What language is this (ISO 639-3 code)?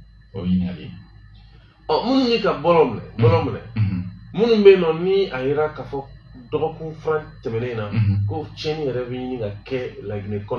bam